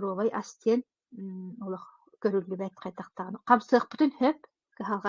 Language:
Yakut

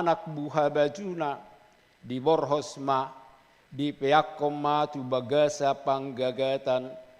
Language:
Batak Toba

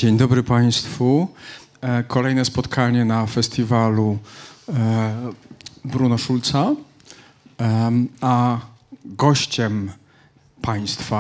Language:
Polish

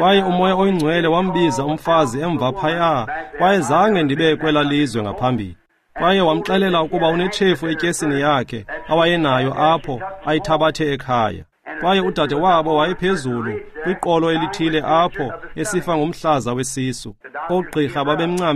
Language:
Xhosa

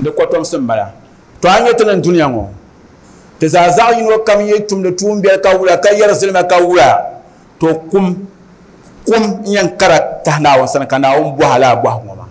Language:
Dagbani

